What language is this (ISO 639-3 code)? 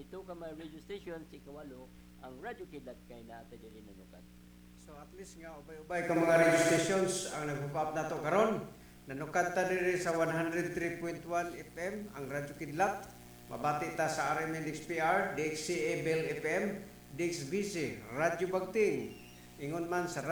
ceb